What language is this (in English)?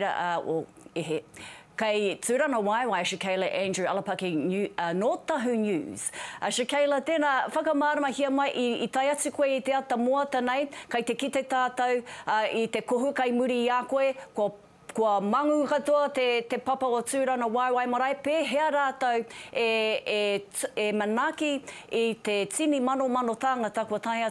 Māori